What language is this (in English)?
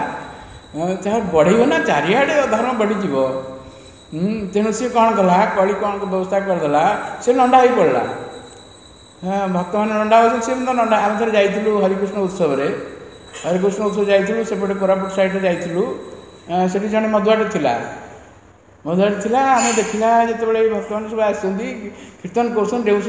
Odia